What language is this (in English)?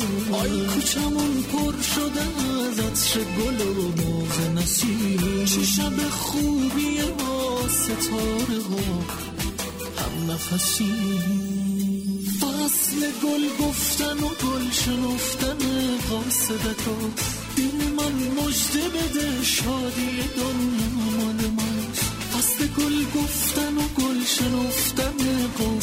Persian